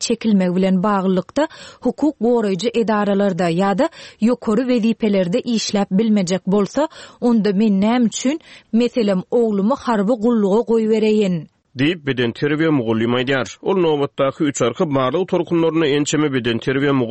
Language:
Turkmen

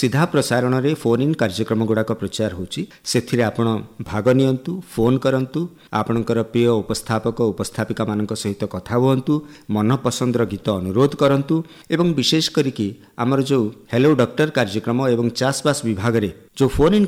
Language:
Odia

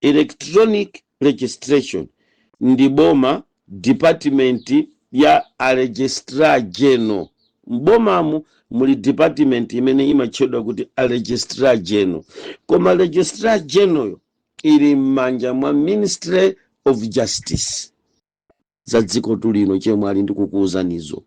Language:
Nyanja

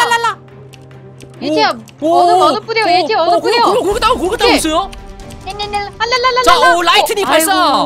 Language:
Korean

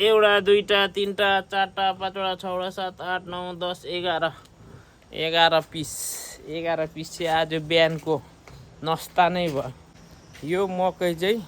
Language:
Nepali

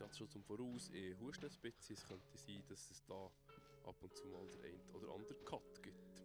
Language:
Swiss German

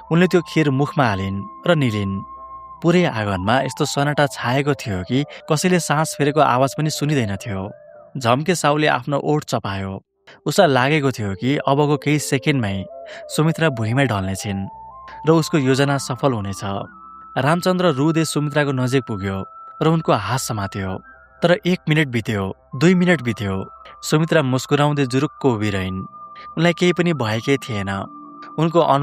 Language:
Nepali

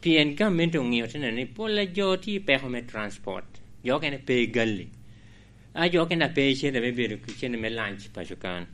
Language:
Lango (Uganda)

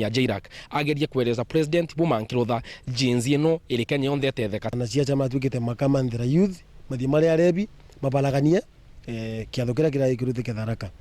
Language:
Meru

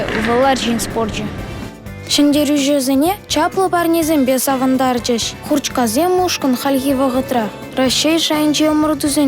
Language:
Chuvash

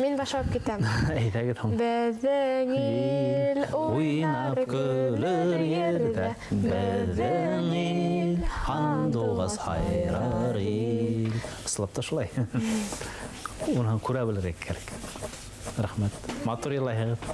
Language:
Bashkir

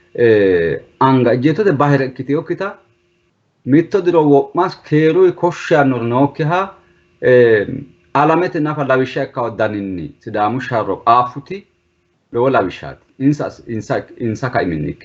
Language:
Sidamo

